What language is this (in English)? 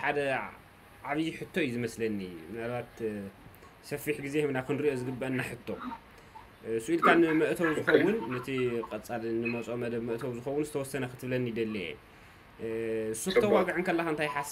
Tigrinya